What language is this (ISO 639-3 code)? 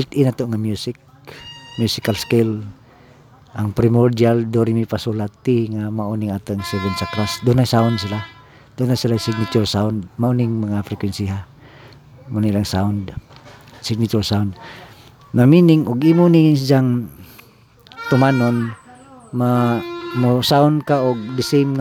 ceb